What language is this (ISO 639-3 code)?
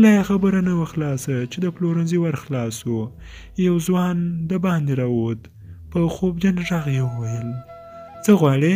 pus